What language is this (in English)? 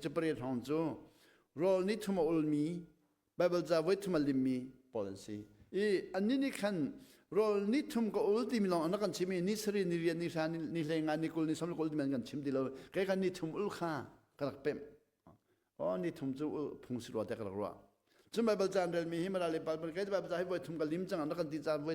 Hakha Chin